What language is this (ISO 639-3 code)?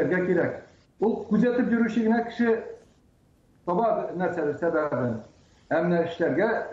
tat